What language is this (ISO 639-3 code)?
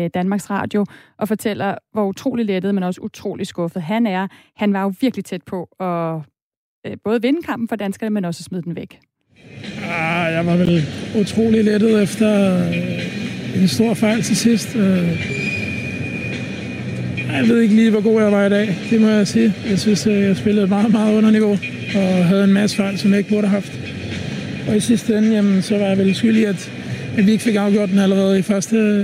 dan